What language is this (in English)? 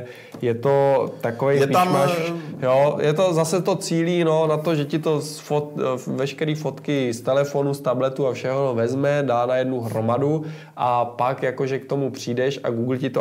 Czech